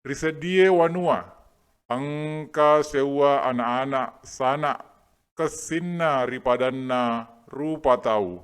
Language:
Buginese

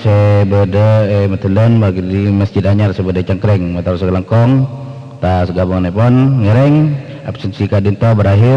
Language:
Madurese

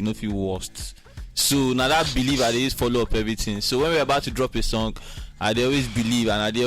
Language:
Nigerian Pidgin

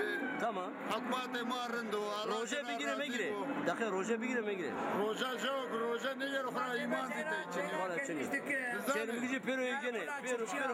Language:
Zaza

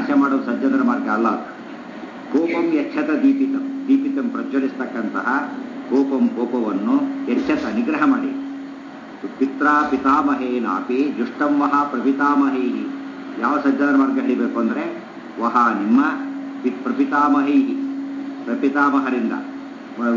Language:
Kannada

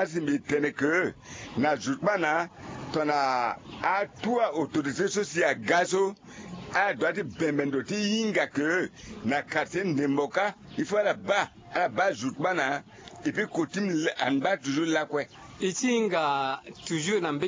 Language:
Sango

